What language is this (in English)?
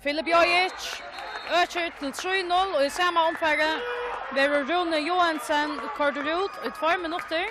Faroese